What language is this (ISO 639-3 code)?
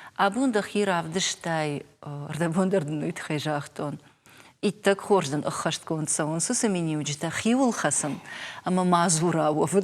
oss